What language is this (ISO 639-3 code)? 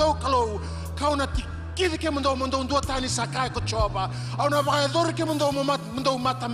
fij